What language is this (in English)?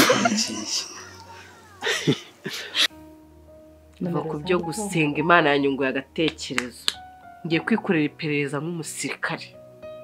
Kinyarwanda